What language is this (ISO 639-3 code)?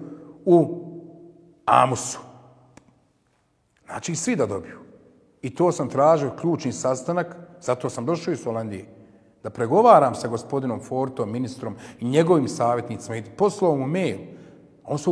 bos